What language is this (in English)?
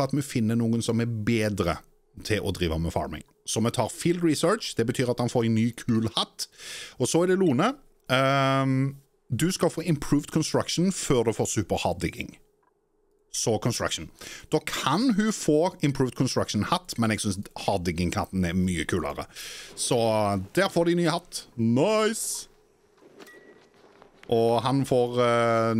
Norwegian